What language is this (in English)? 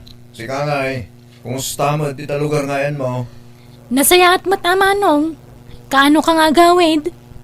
Iloko